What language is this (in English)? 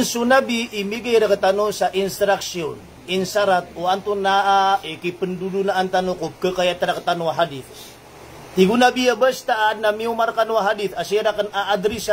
Maranao